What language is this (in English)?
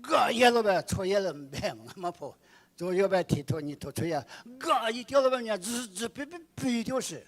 Lisu